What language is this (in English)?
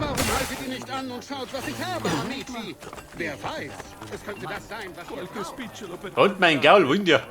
Bavarian